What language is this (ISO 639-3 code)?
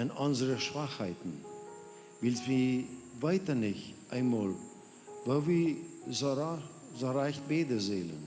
pdt